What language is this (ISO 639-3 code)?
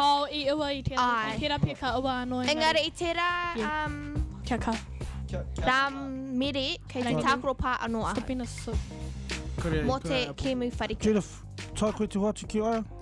mri